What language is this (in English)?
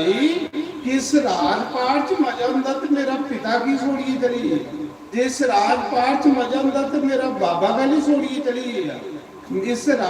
Dogri